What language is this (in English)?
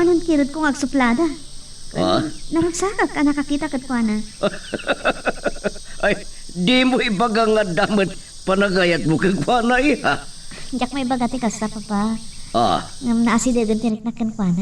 Iloko